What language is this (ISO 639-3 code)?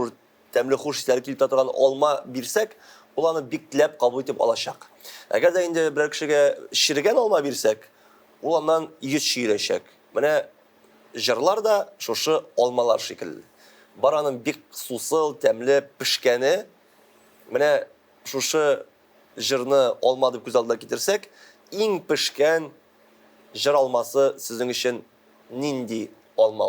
tat